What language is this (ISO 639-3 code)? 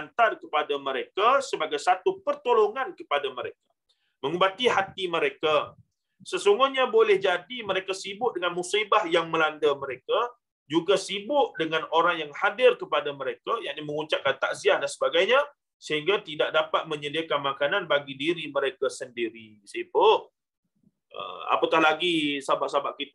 msa